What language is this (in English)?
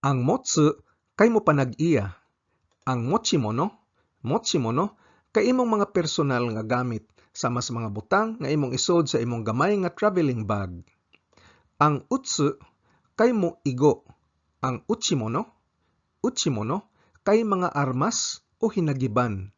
Cebuano